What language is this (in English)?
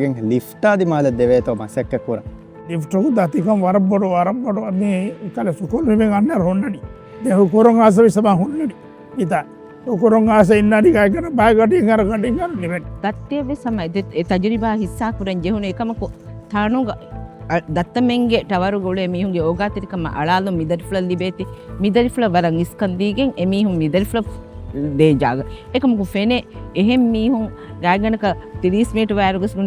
Divehi